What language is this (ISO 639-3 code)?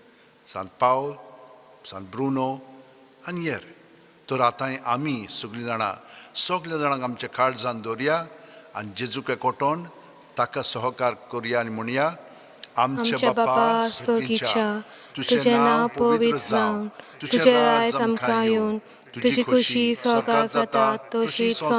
kok